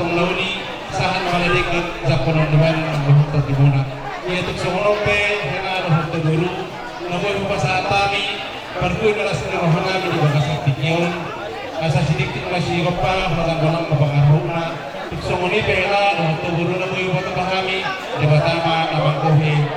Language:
Batak Toba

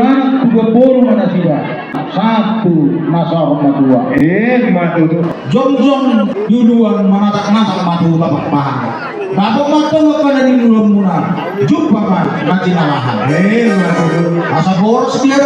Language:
Batak Toba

